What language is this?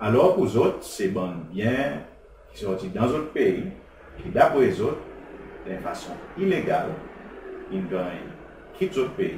Seselwa Creole French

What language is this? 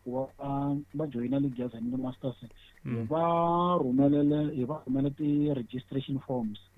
Tsonga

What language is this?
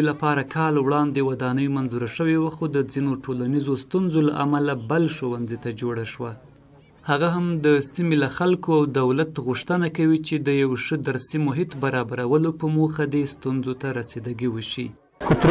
Pashto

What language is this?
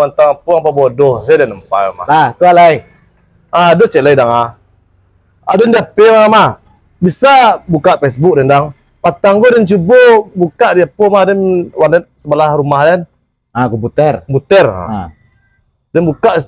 Minangkabau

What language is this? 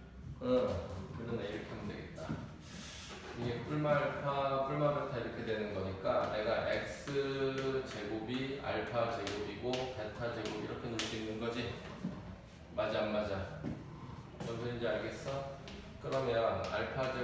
Korean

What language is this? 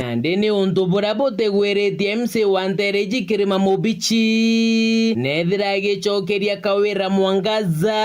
Meru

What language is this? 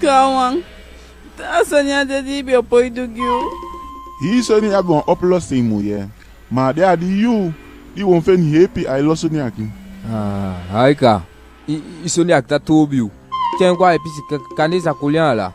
Eastern Maroon Creole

